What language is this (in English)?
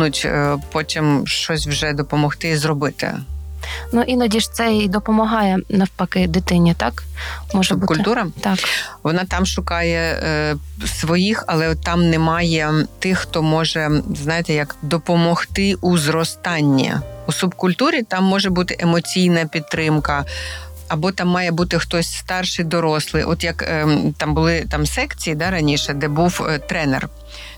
Ukrainian